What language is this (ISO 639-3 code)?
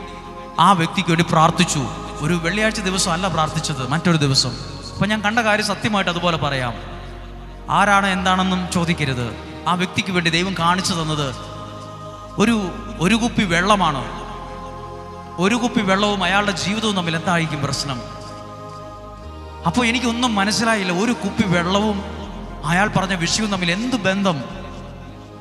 mal